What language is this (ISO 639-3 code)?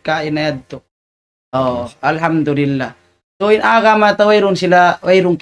tsg